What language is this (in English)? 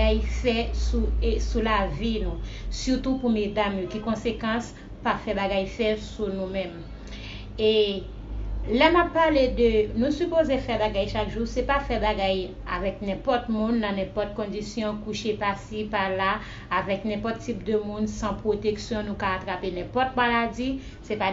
Haitian Creole